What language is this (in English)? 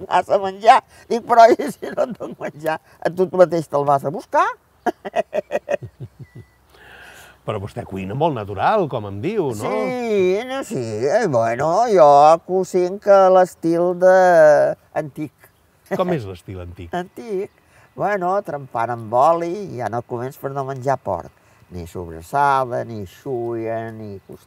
Catalan